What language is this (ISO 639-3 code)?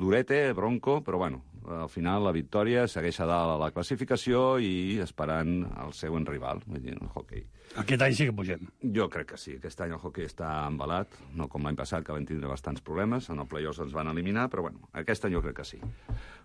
cat